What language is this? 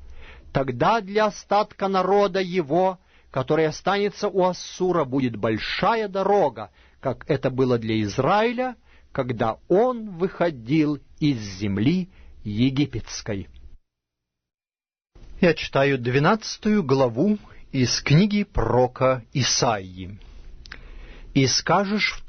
Russian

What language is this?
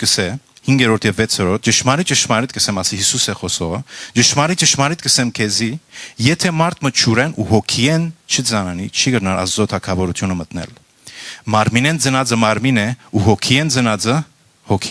Western Armenian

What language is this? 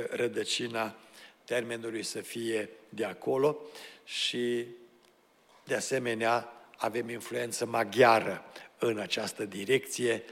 Romanian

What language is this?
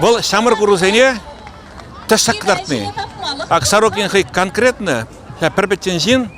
Chuvash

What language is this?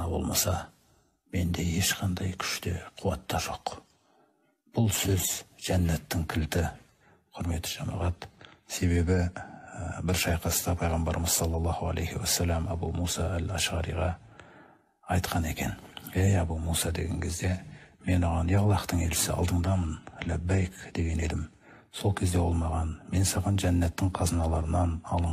Kazakh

